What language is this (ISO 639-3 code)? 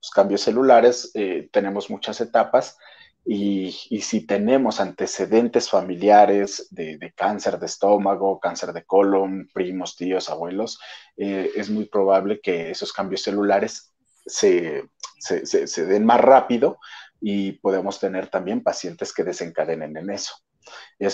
spa